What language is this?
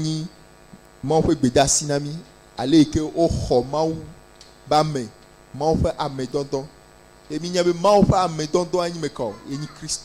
Ewe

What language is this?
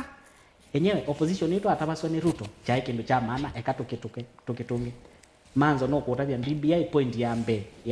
Kamba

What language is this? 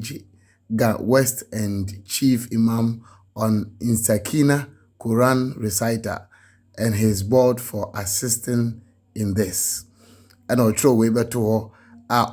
Akan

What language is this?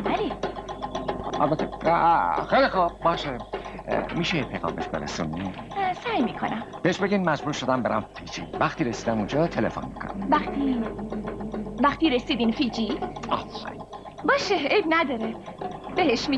Persian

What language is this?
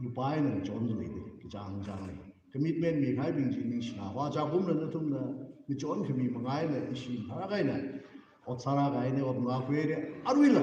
Tangkhul Naga (India)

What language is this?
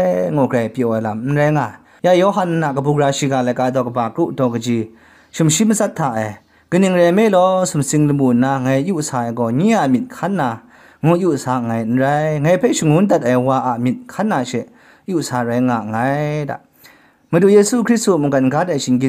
Kachin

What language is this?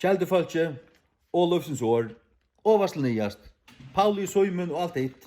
Faroese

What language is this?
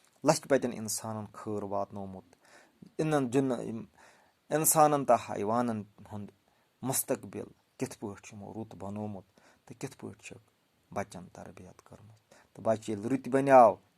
Kashmiri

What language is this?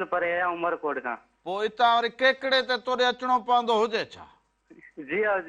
Sindhi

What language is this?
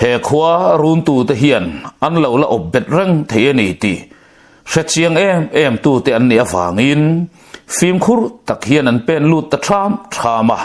Mizo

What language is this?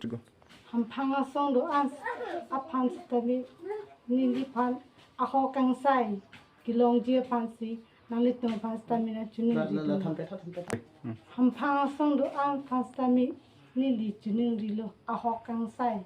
Karbi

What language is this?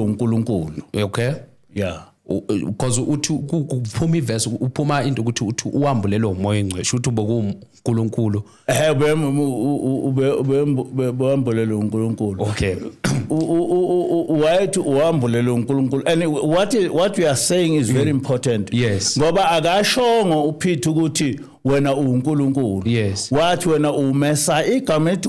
Zulu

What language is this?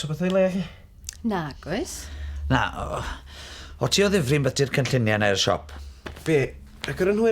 Welsh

